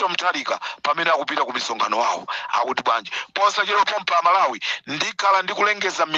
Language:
Nyanja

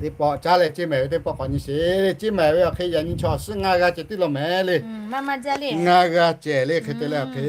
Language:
Lahu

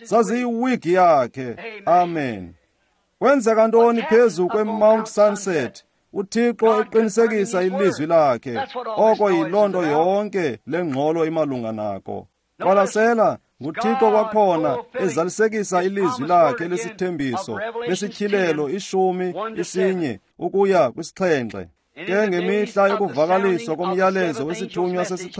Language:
Xhosa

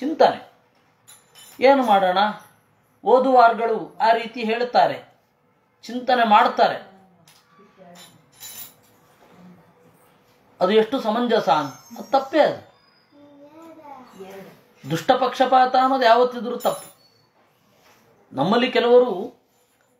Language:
Kannada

